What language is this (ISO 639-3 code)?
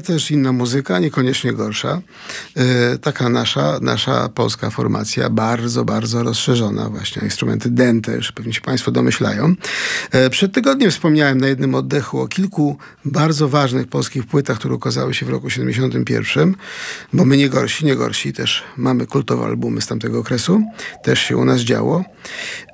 pol